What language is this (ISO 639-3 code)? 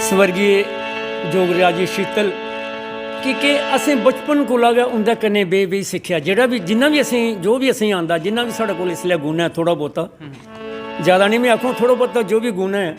doi